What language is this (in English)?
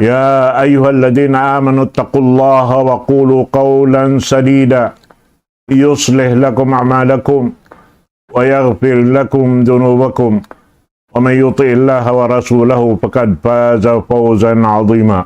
Tausug